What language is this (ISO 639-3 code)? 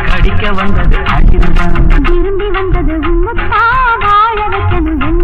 tam